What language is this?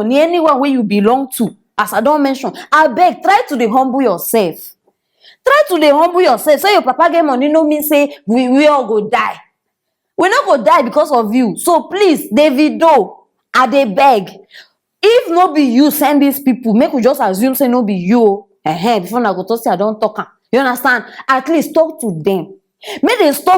Nigerian Pidgin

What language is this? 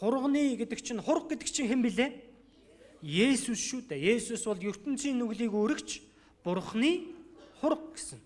Mongolian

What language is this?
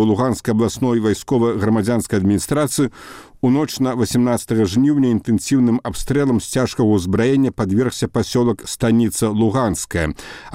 Belarusian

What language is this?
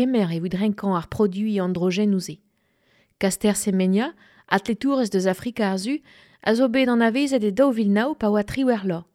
Breton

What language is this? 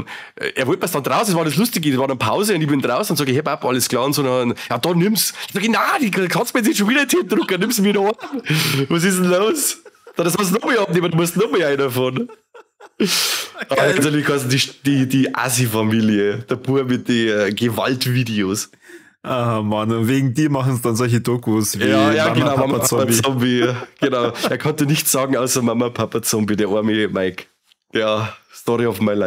Bavarian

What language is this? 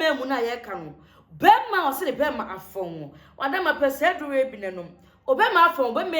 Akan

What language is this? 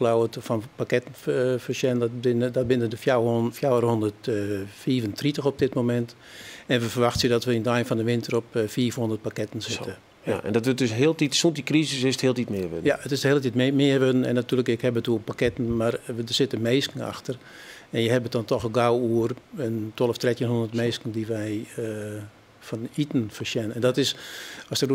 Western Frisian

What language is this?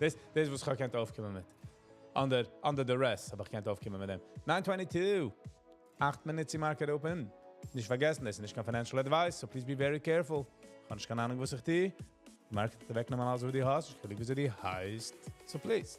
Yiddish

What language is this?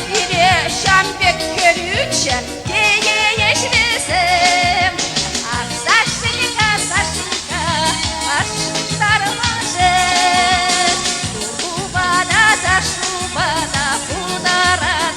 Chuvash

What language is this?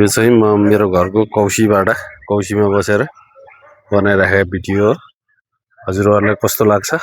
Nepali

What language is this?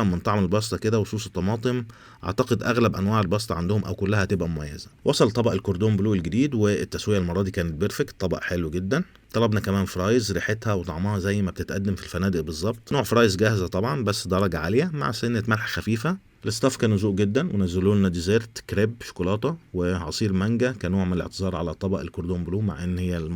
Egyptian Arabic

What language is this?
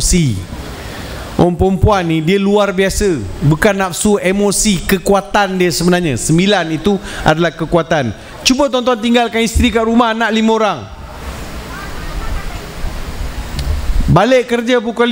Malay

